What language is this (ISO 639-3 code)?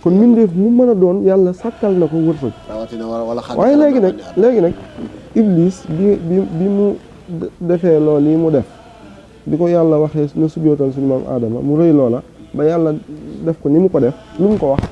wol